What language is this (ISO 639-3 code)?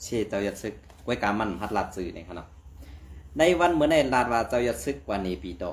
shn